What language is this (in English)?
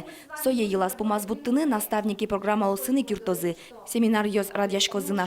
Udmurt